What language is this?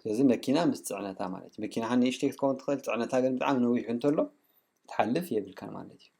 Tigrinya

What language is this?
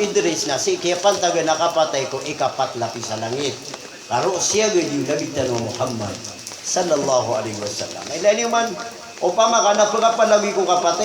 Maranao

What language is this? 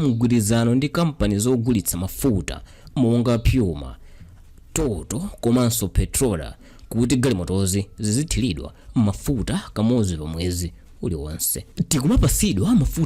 Nyanja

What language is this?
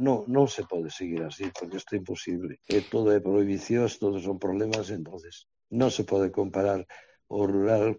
Galician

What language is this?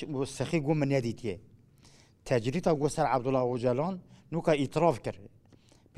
Kurdish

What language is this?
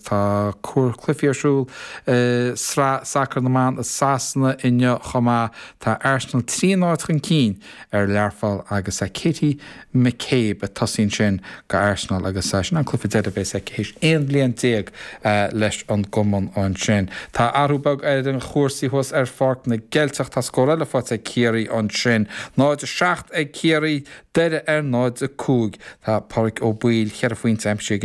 Irish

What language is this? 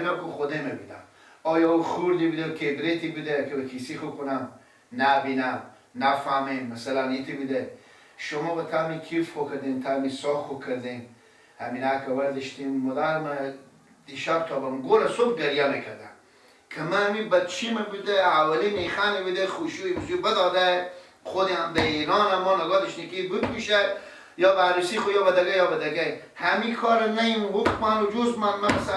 Persian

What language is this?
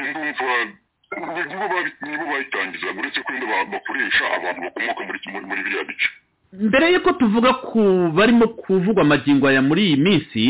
Kinyarwanda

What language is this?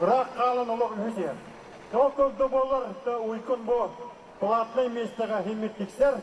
Yakut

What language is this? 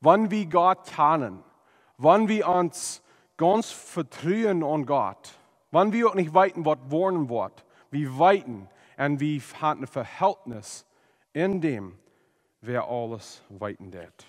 Plautdietsch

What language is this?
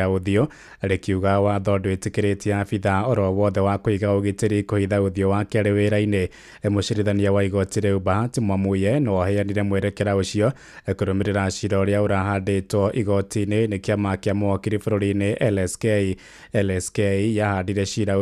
Kikuyu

